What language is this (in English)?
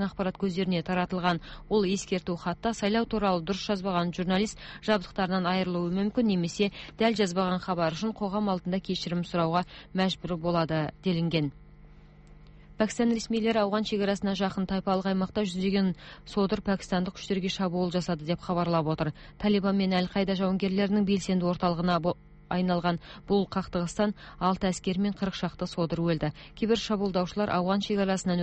Kazakh